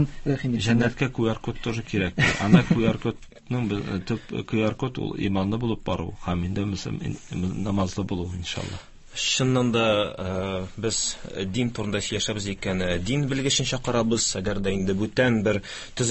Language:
Tatar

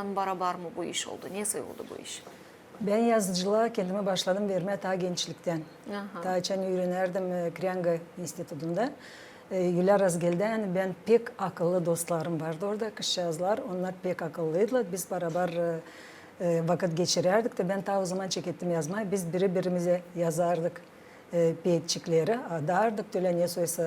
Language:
Gagauz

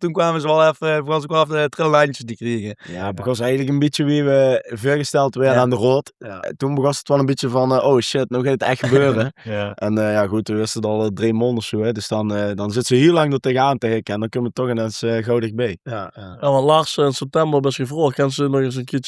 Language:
Limburgish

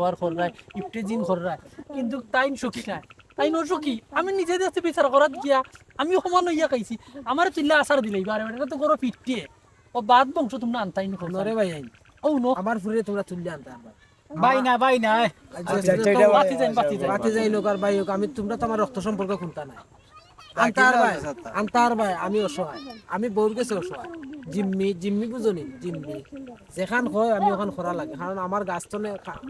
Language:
Sylheti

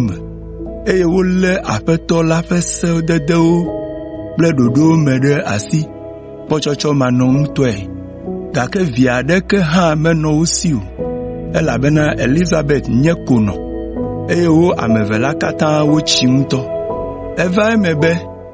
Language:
Ewe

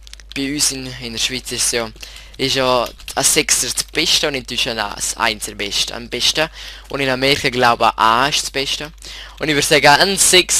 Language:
Swiss German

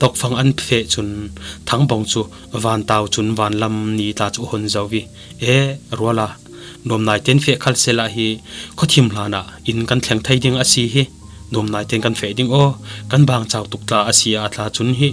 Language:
Falam Chin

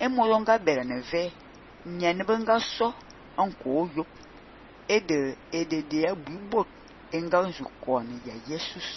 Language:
Fang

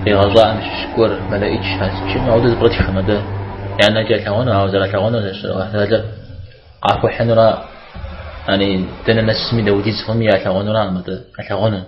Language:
Kabardian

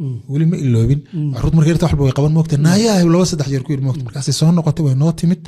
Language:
Somali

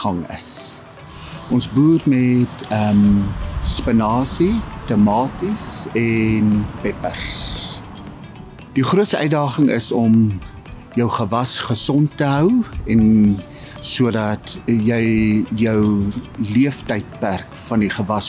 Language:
Afrikaans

